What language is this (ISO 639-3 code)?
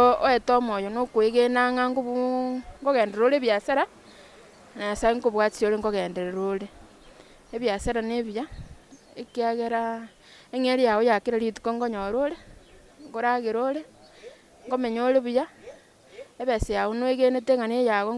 guz